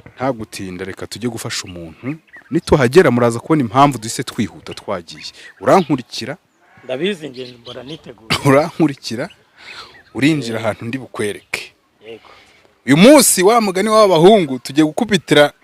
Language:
Kinyarwanda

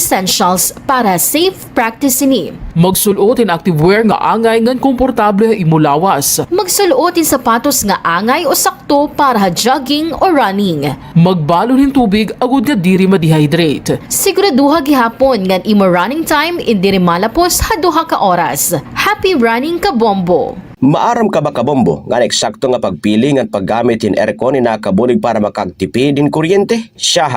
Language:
Waray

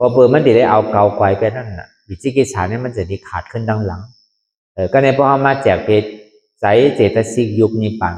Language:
Shan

